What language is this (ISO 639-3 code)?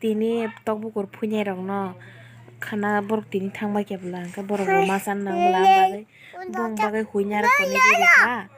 trp